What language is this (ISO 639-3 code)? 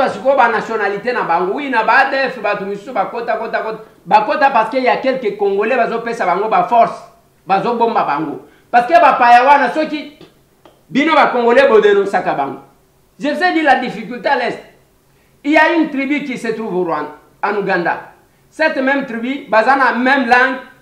lin